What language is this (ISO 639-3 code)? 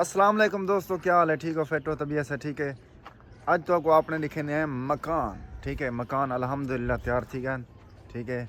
skr